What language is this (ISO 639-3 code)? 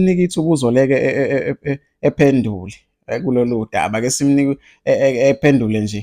zul